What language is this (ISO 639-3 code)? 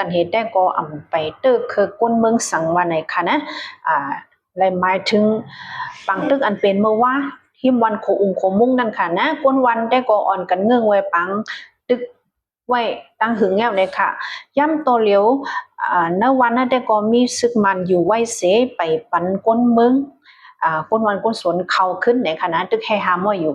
shn